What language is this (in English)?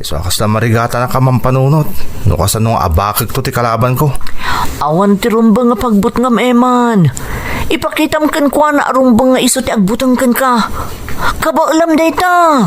Iloko